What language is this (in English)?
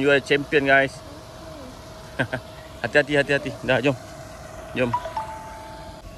Malay